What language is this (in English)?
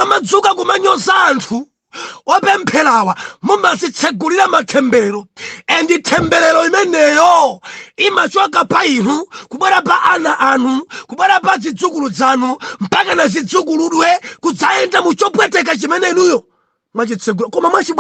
Nyanja